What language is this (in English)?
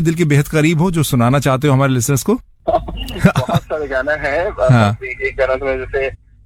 Hindi